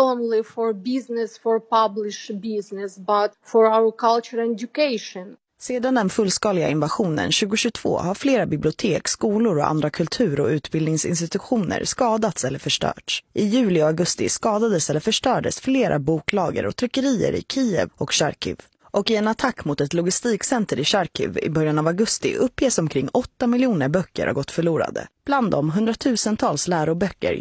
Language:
Swedish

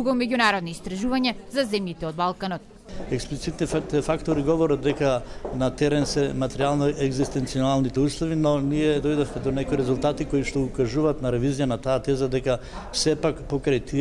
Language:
Macedonian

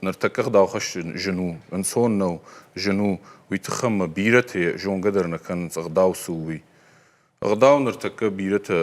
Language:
Ossetic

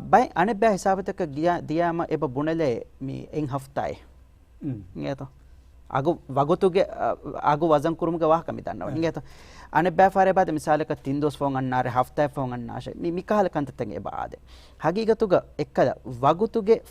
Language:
Divehi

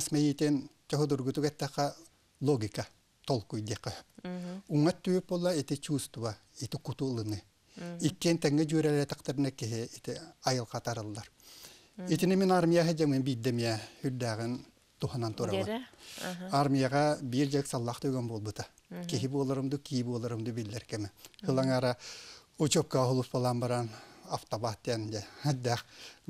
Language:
Yakut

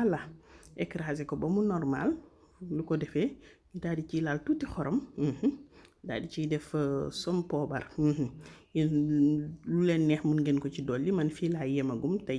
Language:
Wolof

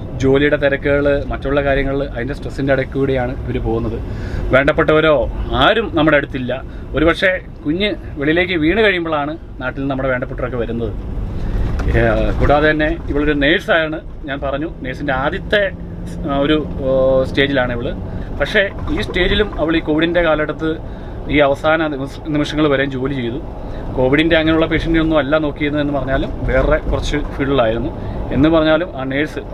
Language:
Malayalam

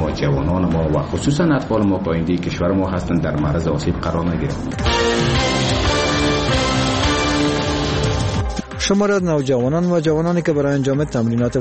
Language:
Persian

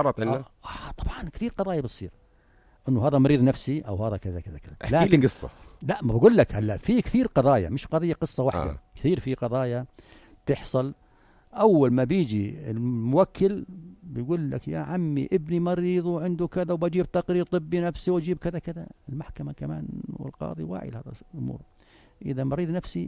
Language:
North Levantine Arabic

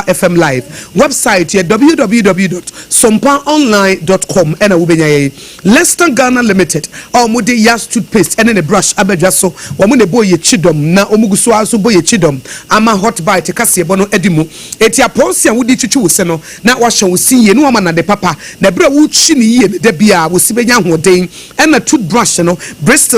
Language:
Akan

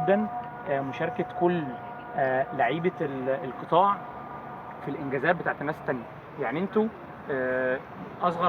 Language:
Egyptian Arabic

